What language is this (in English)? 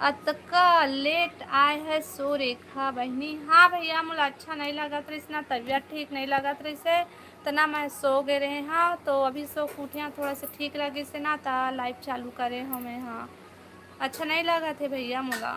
Chhattisgarhi